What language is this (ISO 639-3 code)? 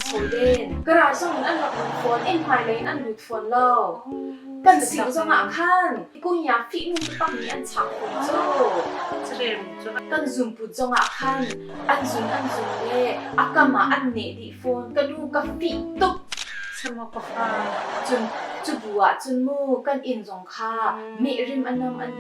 cnh